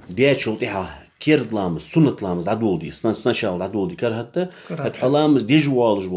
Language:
Ingush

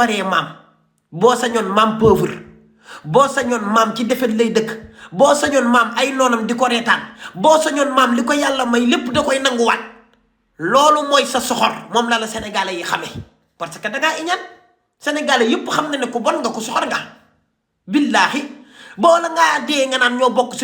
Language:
Wolof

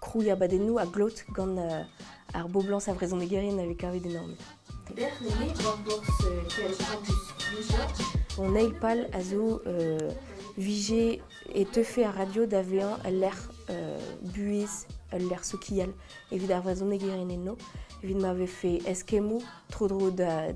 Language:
Breton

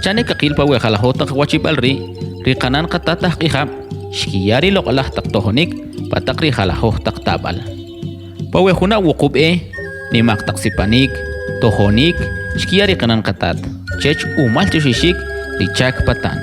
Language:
Kʼicheʼ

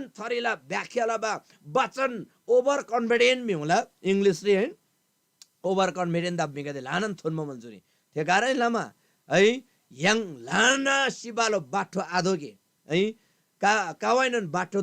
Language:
Eastern Tamang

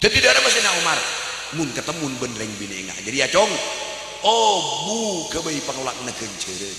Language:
Madurese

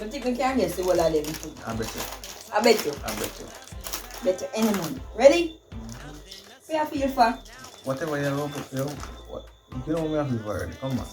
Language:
Jamaican Creole English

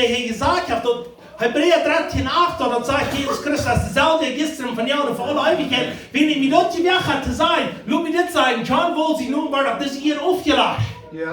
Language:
Plautdietsch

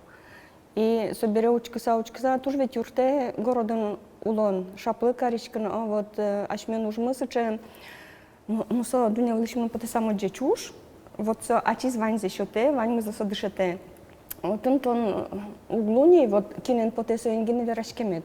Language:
Udmurt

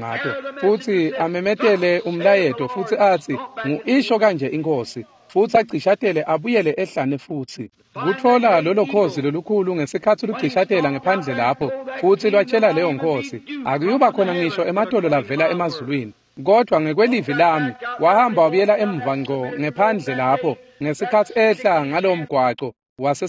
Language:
Swati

